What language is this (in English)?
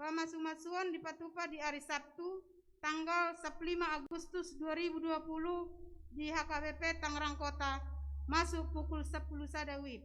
Batak Toba